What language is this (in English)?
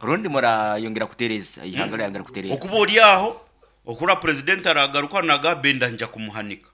Nyoro